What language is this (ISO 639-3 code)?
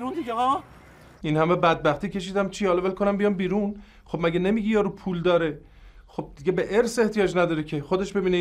fas